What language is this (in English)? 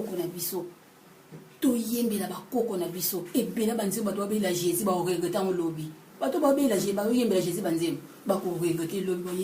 Lingala